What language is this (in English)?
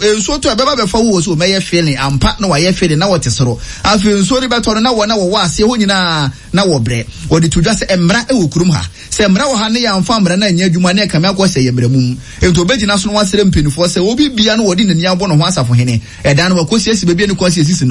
Akan